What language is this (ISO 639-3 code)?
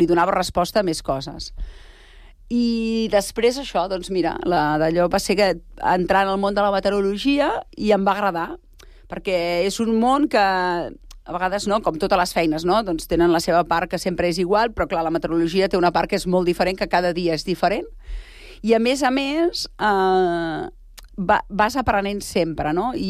cat